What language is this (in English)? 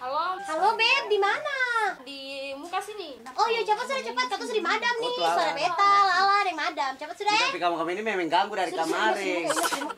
Ambonese Malay